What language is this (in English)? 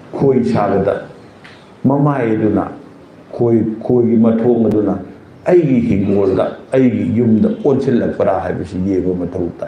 Manipuri